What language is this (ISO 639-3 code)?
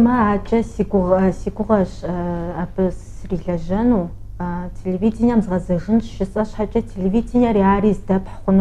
kbd